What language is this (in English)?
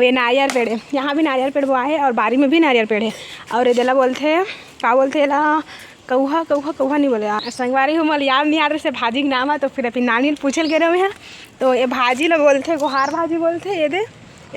Chhattisgarhi